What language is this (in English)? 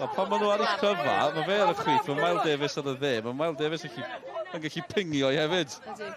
Welsh